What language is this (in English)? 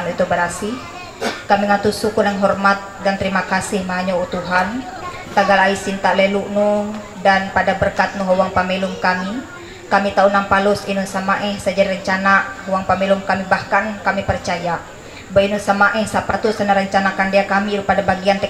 Ma'anyan